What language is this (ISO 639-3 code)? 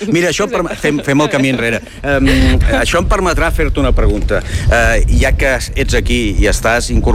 cat